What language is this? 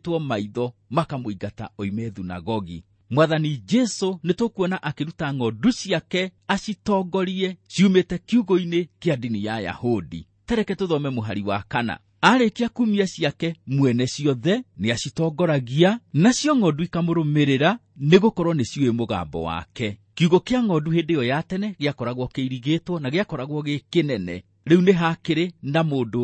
Kikuyu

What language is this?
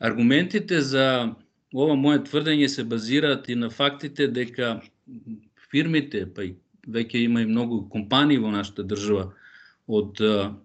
Macedonian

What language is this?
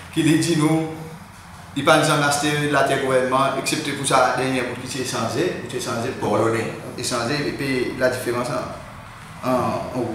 Seselwa Creole French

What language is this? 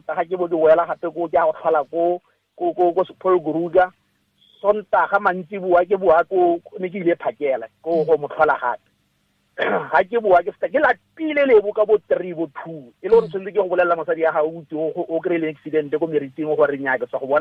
Tswana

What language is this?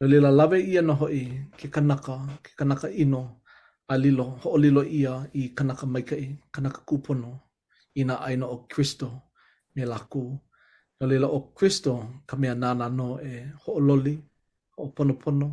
Hawaiian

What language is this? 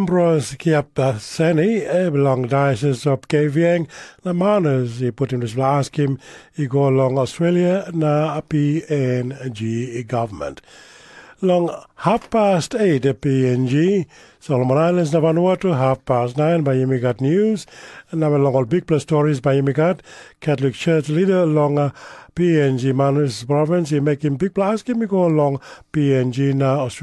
Tok Pisin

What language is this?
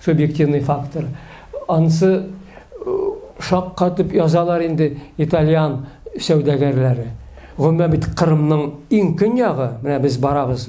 Tatar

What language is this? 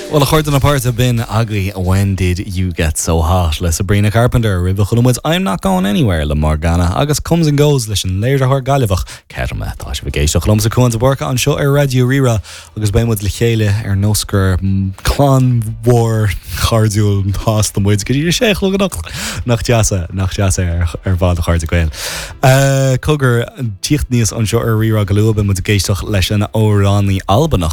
Irish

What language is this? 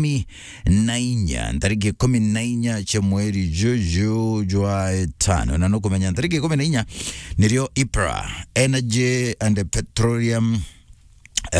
Meru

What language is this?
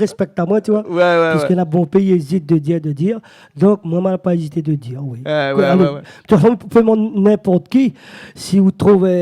Réunion Creole French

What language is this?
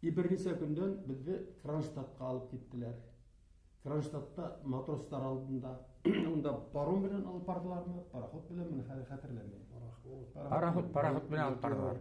Bashkir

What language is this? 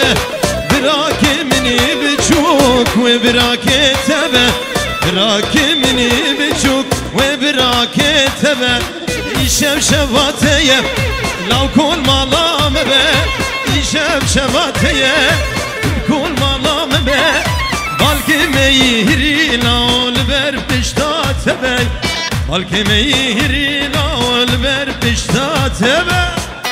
Kurdish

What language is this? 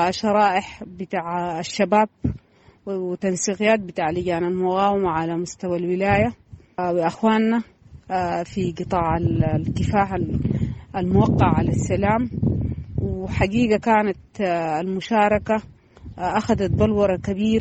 Sudanese Arabic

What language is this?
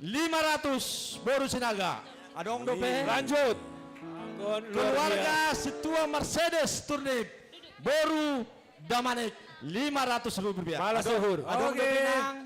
Batak Simalungun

